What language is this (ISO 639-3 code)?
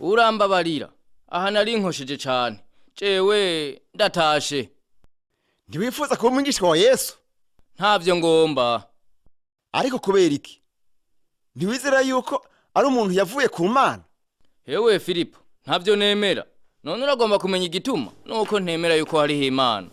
run